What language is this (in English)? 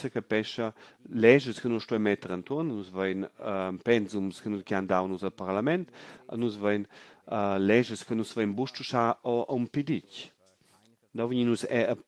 Romansh